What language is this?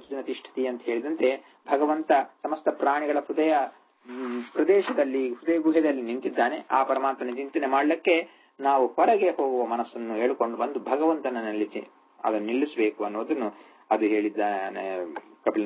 Kannada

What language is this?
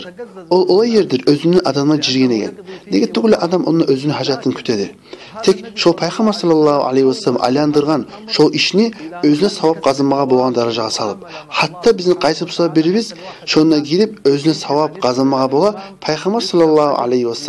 Kumyk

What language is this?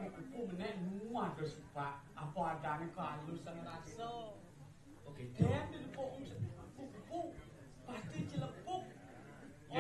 Balinese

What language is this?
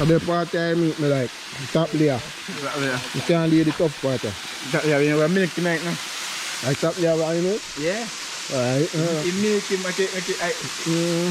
Jamaican Creole English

